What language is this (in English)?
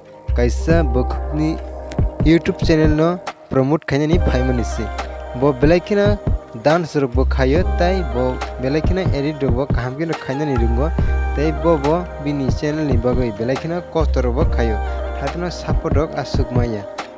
Kok Borok